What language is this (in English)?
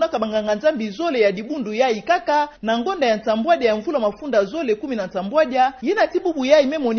Kituba (Democratic Republic of Congo)